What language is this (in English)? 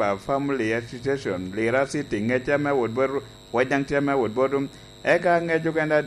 Lango (Uganda)